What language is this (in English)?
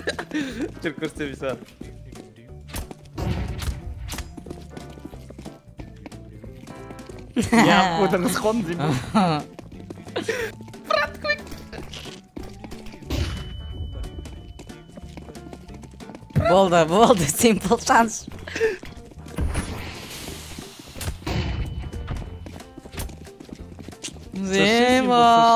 Kazakh